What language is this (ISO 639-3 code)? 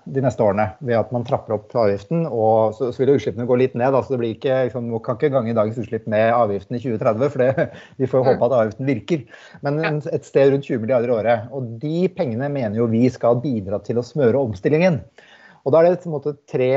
nor